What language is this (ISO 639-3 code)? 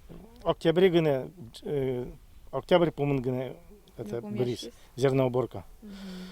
udm